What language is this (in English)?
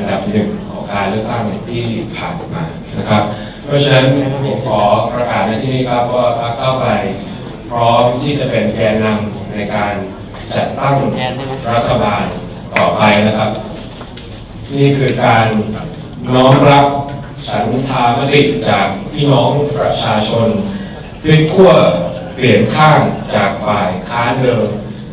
Thai